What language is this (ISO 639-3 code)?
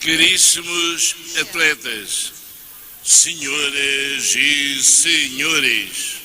tet